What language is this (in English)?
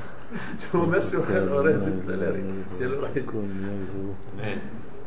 Hebrew